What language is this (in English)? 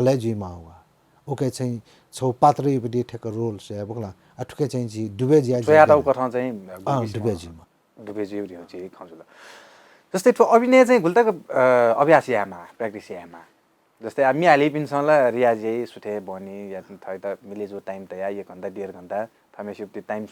Newari